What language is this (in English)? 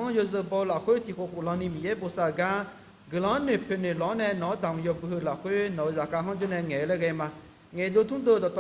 Akha